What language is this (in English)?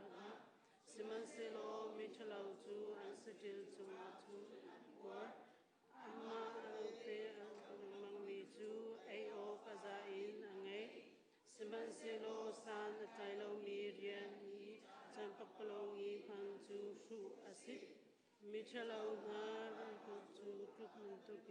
Hakha Chin